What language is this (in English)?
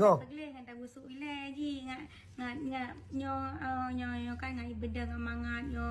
Achinese